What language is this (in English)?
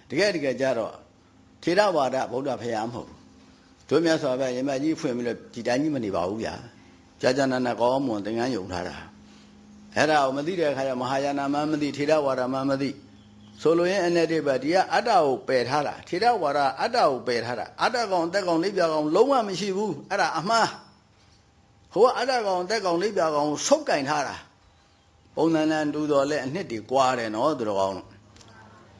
Burmese